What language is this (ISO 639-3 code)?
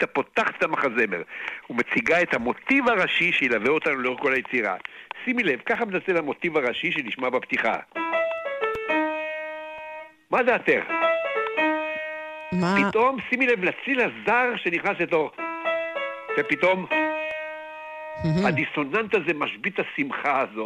heb